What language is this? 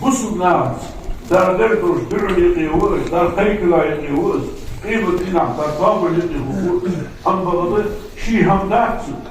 Ingush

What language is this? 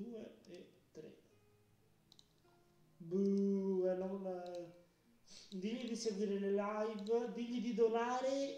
Italian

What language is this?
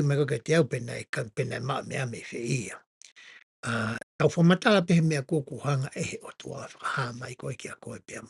Tongan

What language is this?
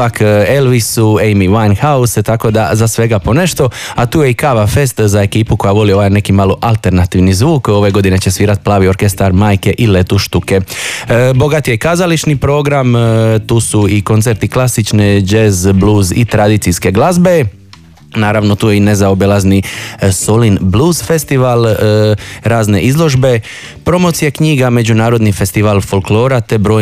Croatian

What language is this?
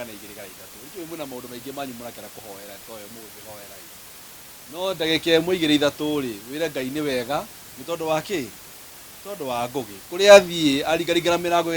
Kikuyu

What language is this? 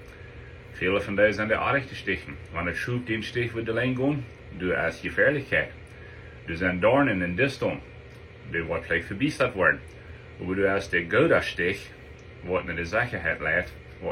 Plautdietsch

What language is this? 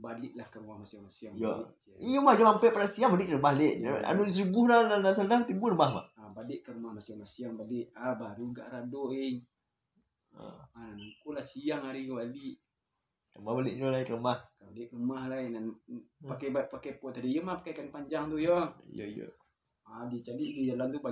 Minangkabau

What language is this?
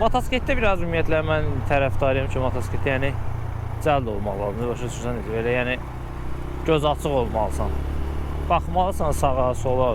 Azerbaijani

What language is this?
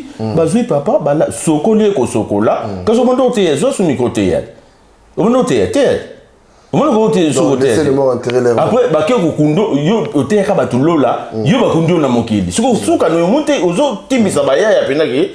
Lingala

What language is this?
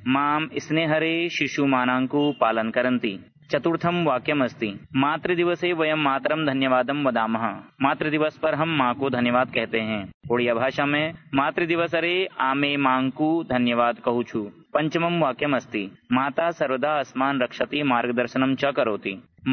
Sanskrit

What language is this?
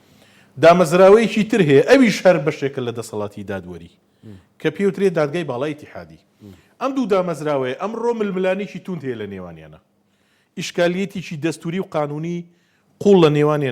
Central Kurdish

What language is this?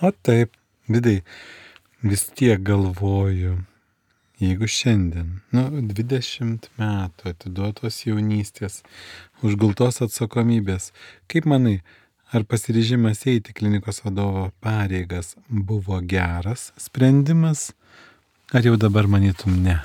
Lithuanian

